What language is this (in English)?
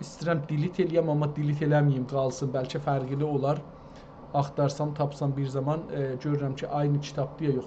South Azerbaijani